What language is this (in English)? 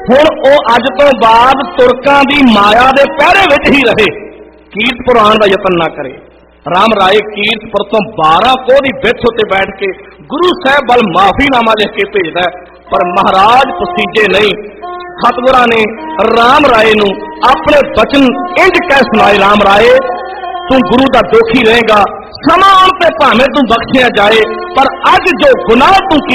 Punjabi